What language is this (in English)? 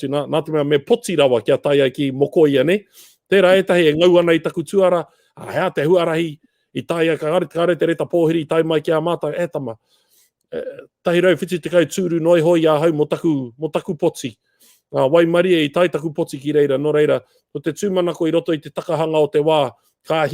Māori